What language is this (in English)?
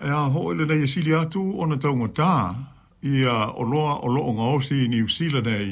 Samoan